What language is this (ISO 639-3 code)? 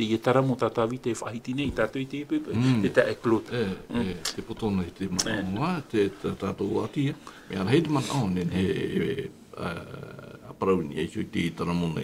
tah